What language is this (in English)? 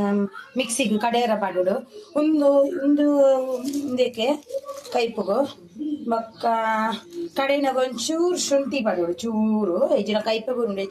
Tulu